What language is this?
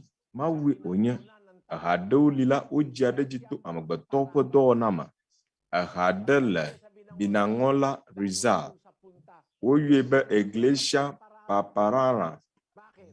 Ewe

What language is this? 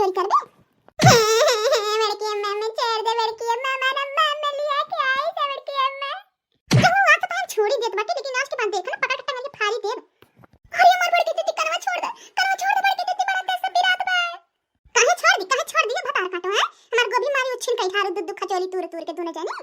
Bhojpuri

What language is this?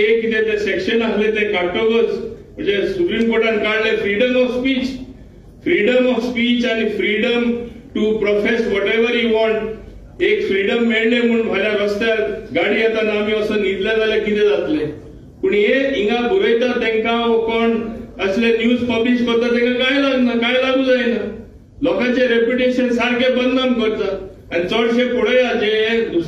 Konkani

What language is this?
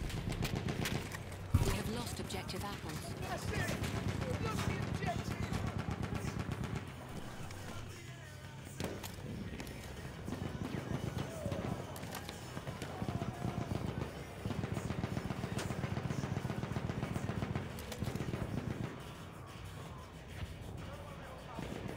English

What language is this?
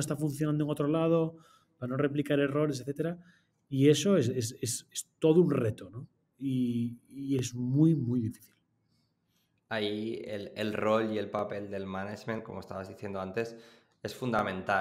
Spanish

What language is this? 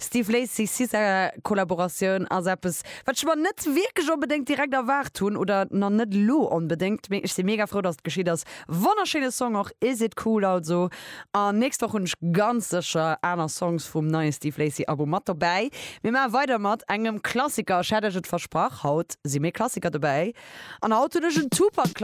Luxembourgish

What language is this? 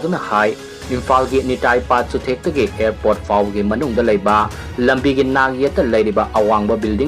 Manipuri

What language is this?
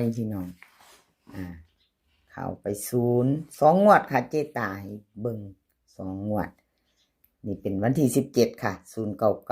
Northeastern Thai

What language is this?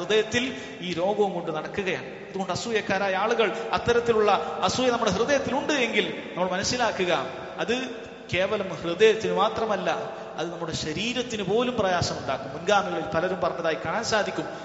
Malayalam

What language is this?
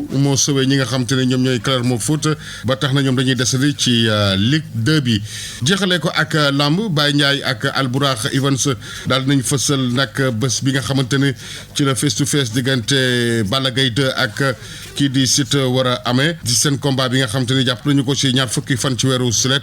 Wolof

